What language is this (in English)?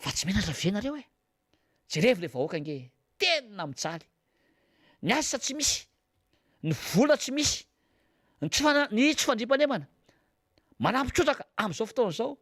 Malagasy